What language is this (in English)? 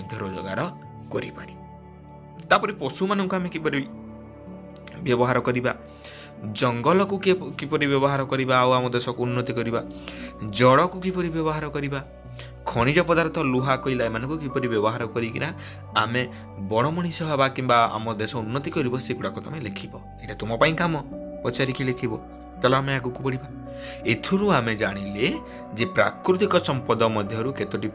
Odia